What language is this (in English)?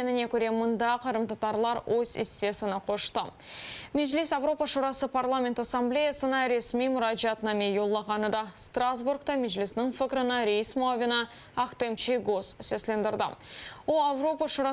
Crimean Tatar